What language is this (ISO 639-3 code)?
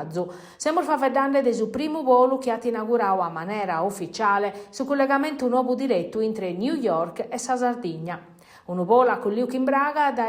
srd